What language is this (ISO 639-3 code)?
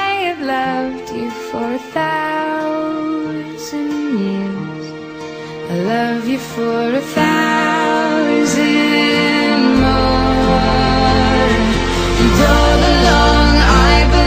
eng